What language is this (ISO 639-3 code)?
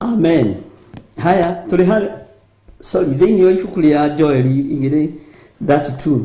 kik